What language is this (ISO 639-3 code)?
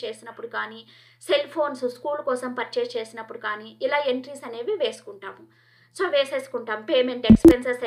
tel